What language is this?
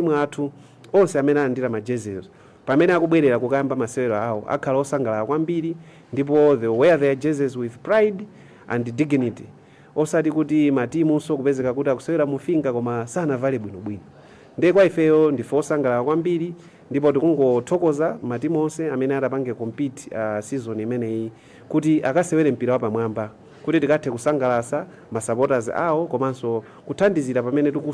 Nyanja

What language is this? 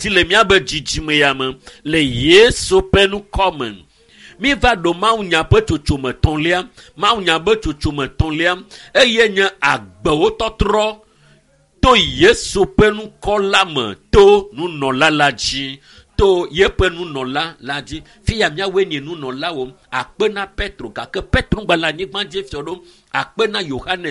Ewe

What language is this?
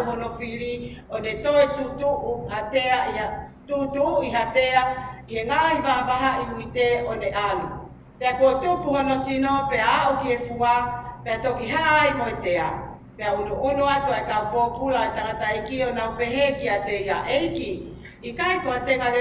Tongan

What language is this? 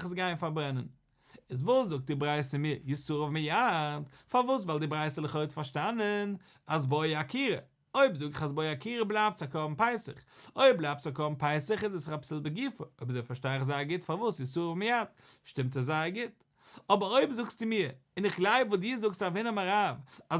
Yiddish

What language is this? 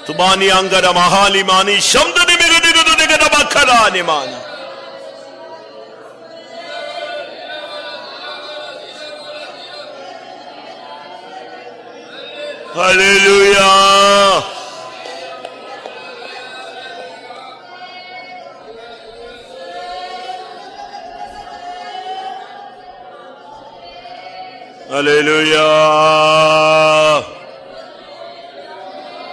Tamil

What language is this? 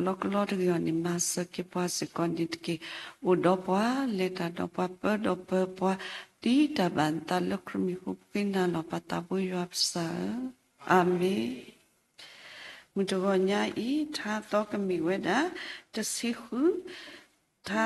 S'gaw Karen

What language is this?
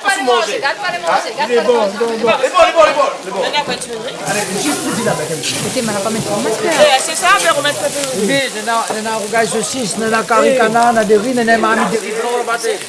Réunion Creole French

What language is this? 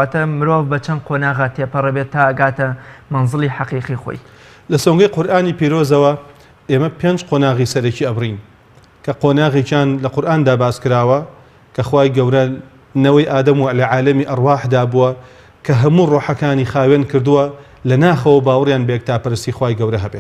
Central Kurdish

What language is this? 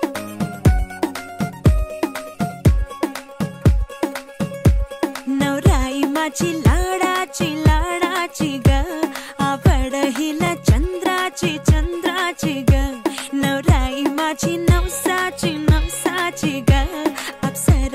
Marathi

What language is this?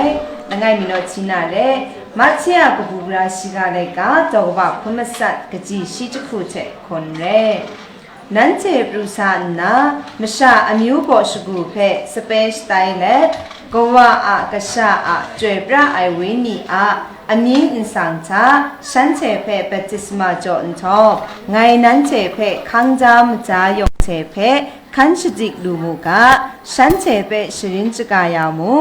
Kachin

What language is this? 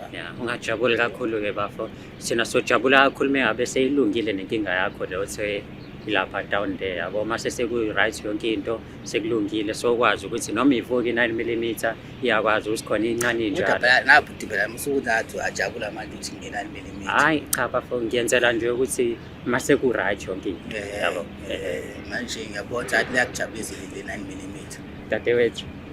Zulu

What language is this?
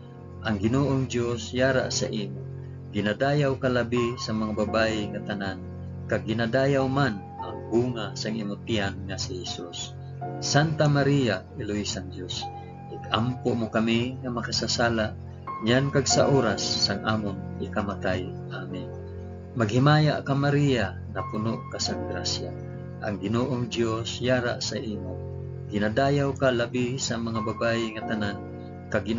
Hiligaynon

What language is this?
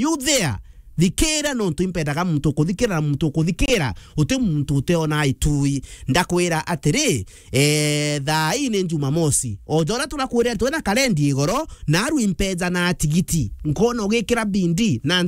Meru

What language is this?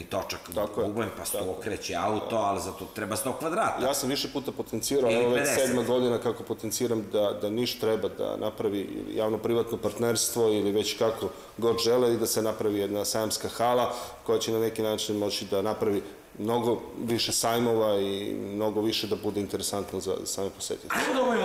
Serbian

